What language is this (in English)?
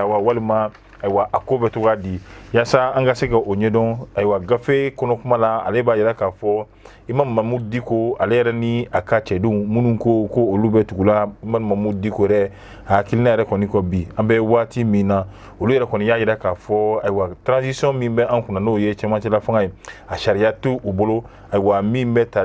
Bambara